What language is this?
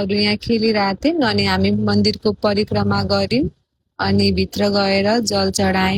Nepali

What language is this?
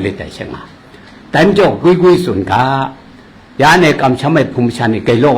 Kachin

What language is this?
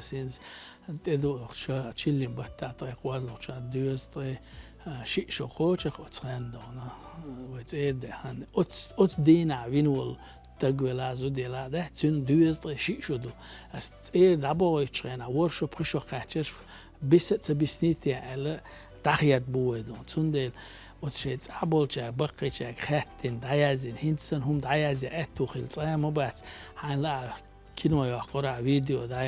Chechen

